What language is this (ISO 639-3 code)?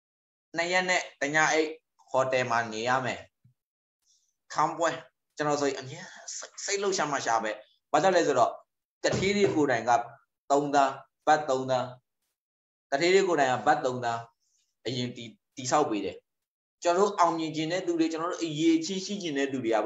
mya